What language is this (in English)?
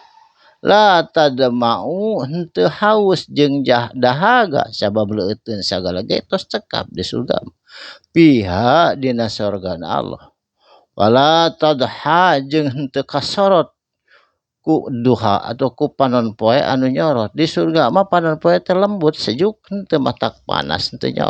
Sundanese